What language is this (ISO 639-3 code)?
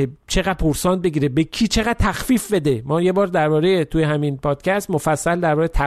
fas